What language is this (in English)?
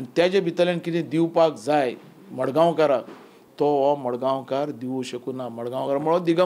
Konkani